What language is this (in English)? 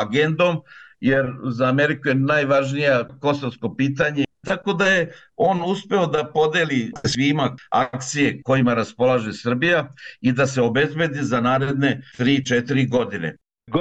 Serbian